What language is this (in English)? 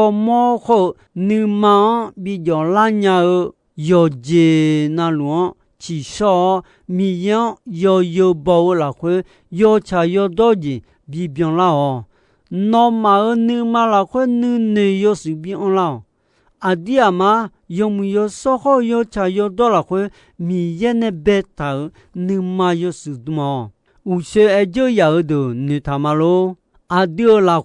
Akha